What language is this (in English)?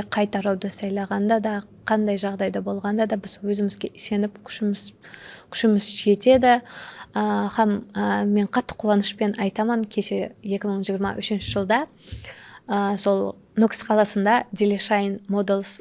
Kara-Kalpak